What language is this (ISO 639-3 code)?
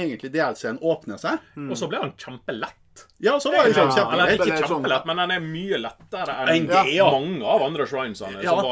nor